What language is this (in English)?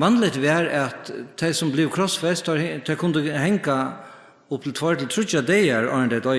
Faroese